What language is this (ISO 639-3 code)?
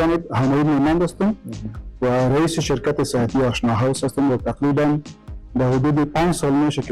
fas